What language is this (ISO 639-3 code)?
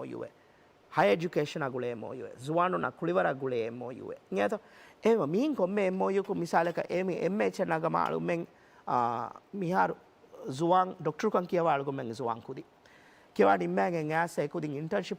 div